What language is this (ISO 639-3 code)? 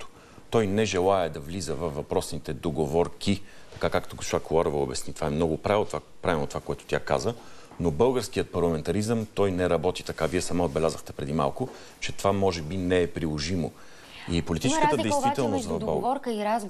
bul